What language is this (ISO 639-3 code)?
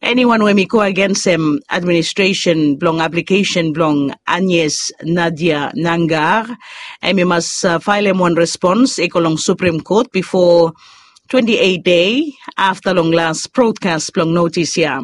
bis